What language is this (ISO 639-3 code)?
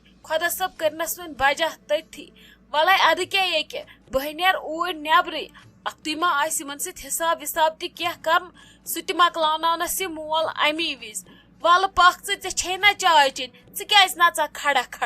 kas